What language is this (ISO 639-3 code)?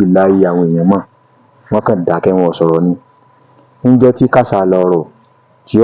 yor